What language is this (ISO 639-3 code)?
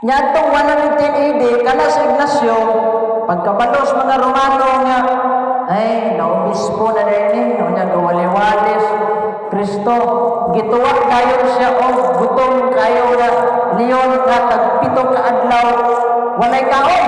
ceb